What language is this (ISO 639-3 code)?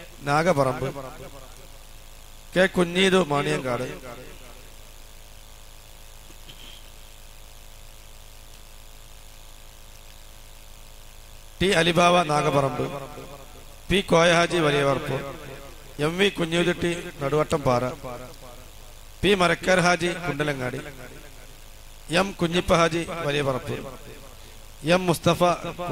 mal